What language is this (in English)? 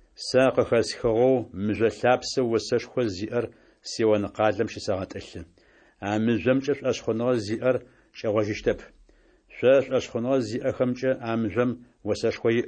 Adyghe